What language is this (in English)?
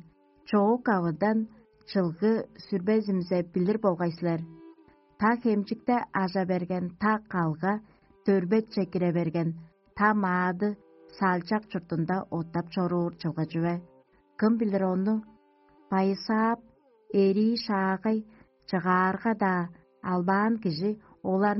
Tuvinian